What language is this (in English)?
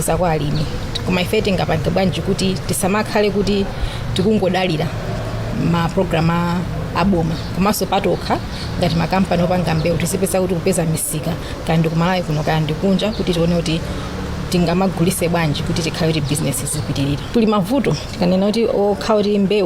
Nyanja